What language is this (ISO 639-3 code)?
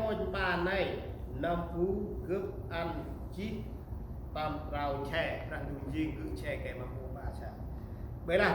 cmo